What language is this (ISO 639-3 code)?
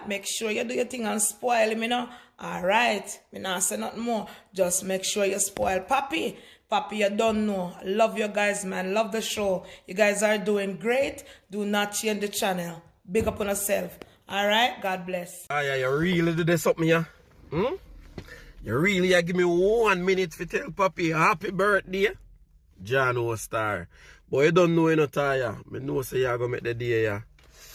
jam